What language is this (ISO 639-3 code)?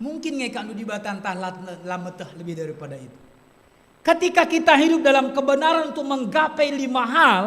btx